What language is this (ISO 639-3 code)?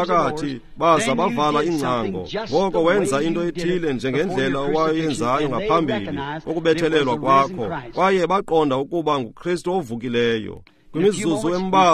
xho